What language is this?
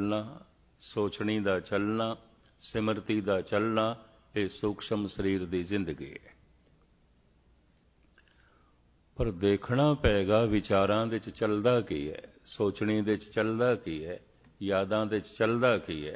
Punjabi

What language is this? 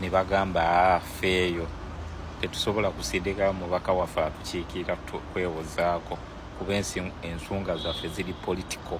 Ganda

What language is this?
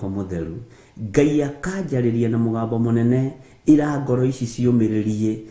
Kikuyu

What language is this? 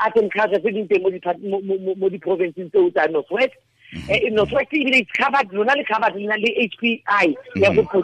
Tswana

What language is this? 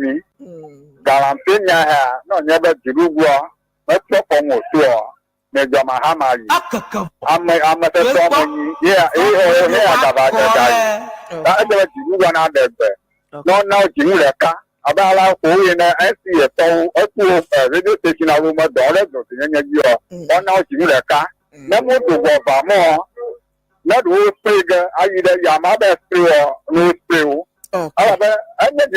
Ewe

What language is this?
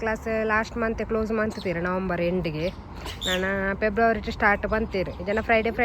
Tulu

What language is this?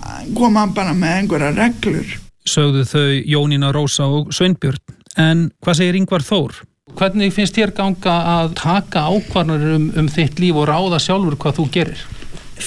Icelandic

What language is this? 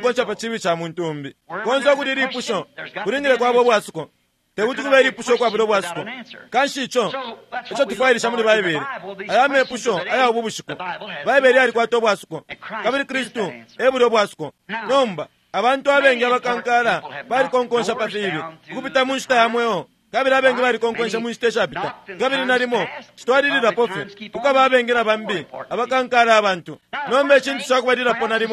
Bemba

